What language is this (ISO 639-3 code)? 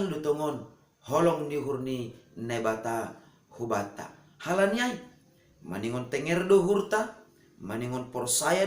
bts